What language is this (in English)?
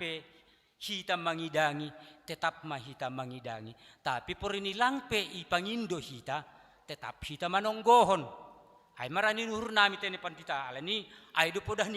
Batak Simalungun